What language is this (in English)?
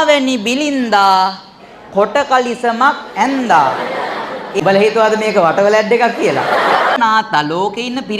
Sinhala